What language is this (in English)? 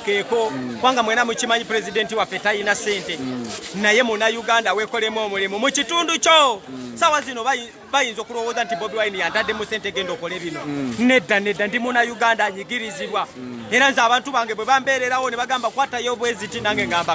Ganda